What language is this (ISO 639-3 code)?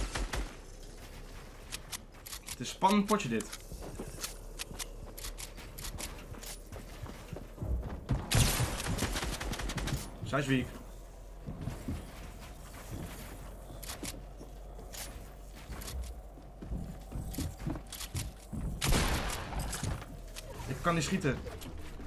nld